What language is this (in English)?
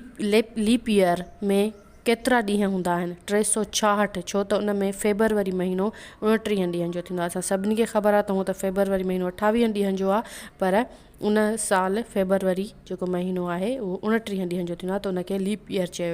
Sindhi